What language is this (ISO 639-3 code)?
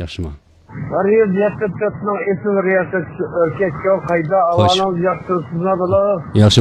uig